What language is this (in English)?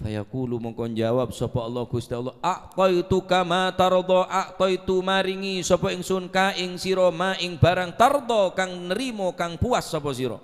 Madurese